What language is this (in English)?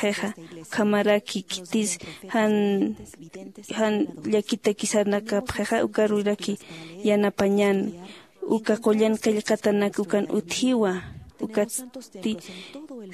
Aymara